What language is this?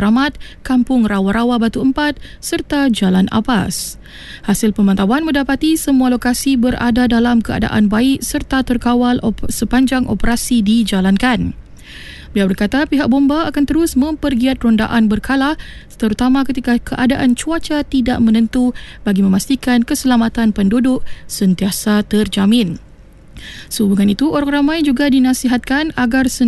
Malay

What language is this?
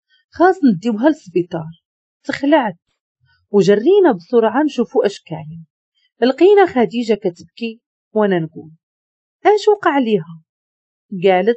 Moroccan Arabic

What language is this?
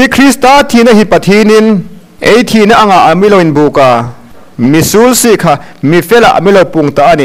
Hmar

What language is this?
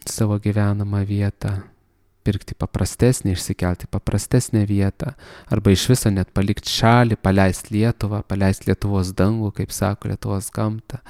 Lithuanian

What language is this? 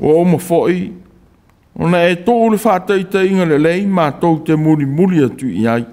Samoan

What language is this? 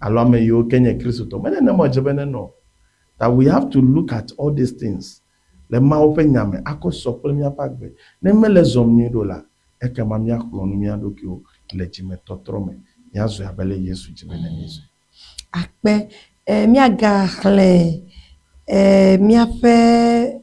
Ewe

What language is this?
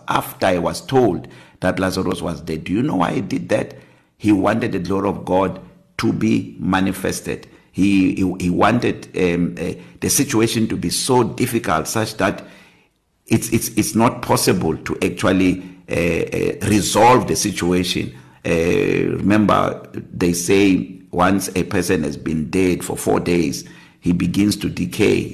English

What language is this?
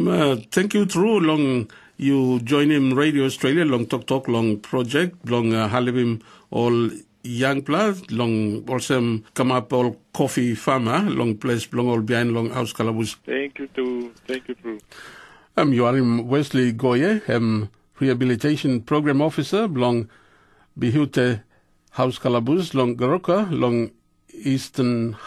Tok Pisin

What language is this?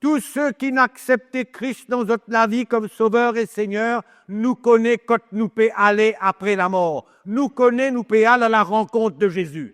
Morisyen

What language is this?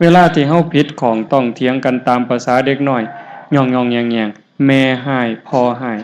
Northeastern Thai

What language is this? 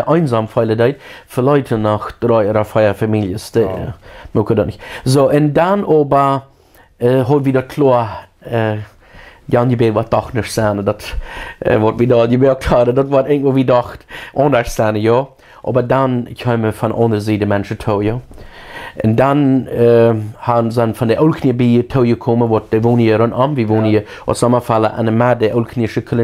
Plautdietsch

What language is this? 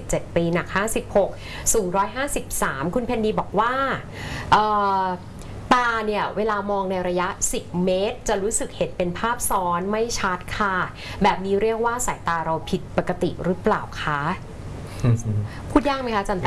Thai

